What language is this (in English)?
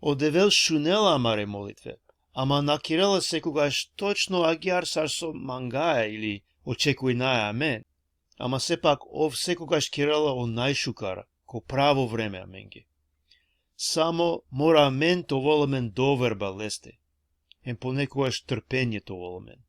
Balkan Romani